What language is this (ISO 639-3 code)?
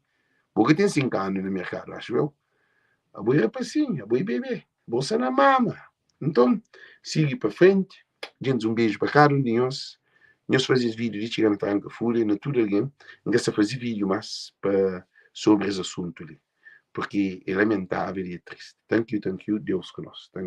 kea